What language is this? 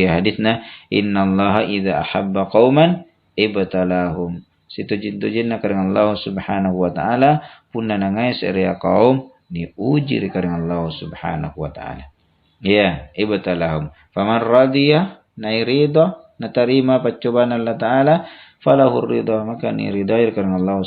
Makasar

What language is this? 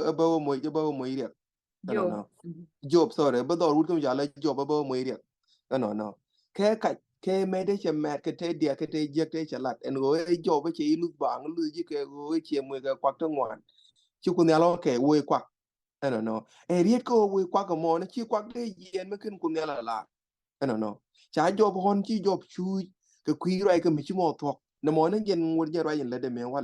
Nuer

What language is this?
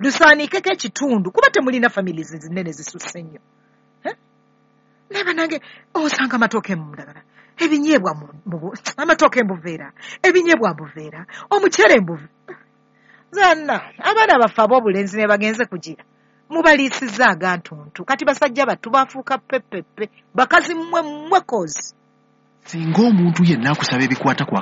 Ganda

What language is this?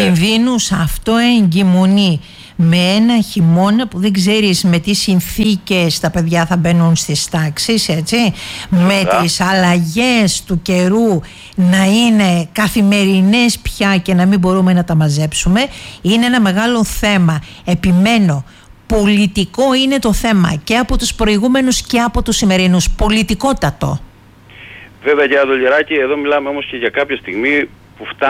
Greek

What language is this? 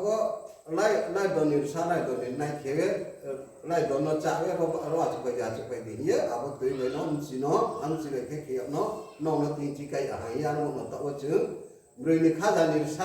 Riang (India)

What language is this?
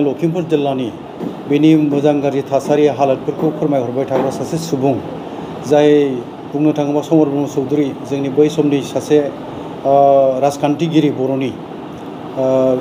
Bodo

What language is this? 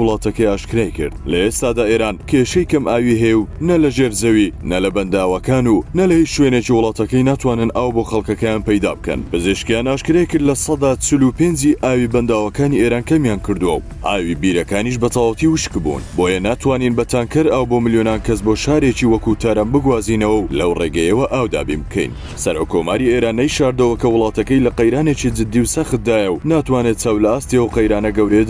Central Kurdish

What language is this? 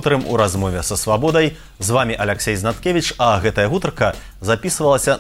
Belarusian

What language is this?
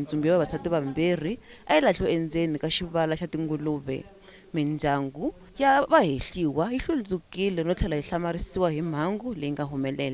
Tsonga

